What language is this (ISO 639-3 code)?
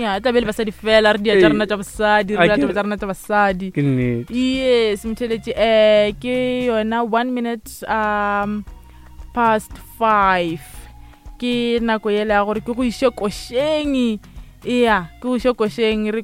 nso